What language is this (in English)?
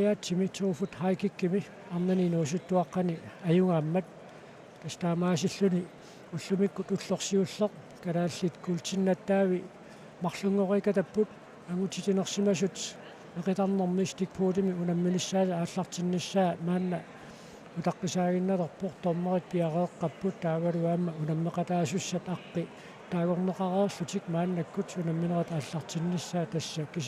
Kalaallisut